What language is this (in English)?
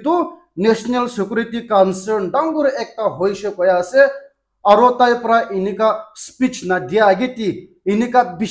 Naga Pidgin